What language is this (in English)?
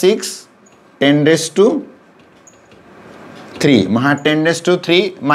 Marathi